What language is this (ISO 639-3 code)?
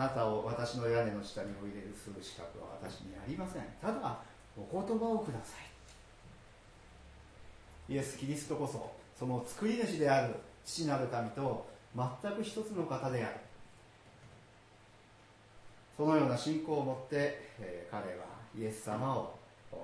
jpn